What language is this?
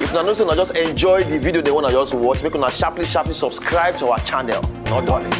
Nigerian Pidgin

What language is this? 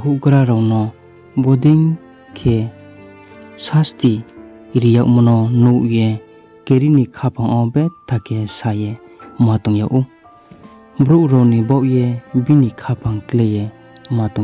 Riang (India)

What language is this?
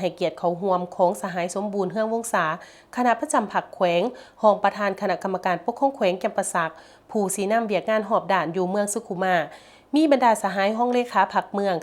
Lao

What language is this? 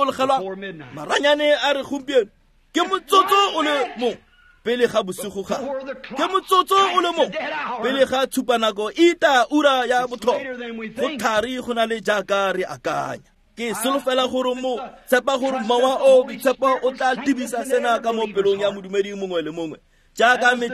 Tswana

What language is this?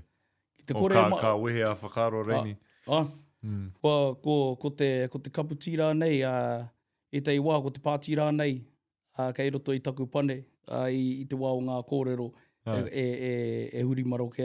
Māori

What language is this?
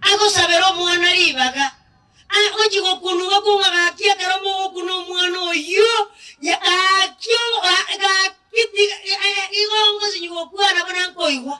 Gusii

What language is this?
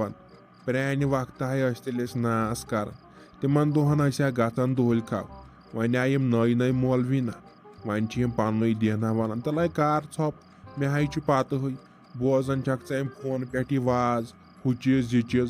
Kashmiri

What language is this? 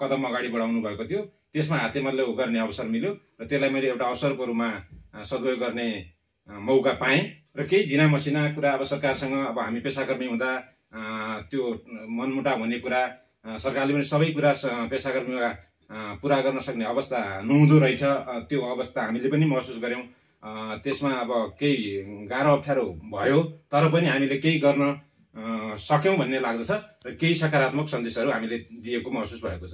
Nepali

